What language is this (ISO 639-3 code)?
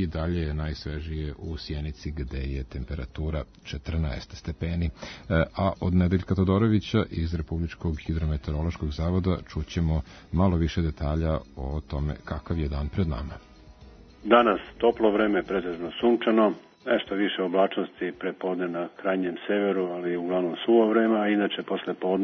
srp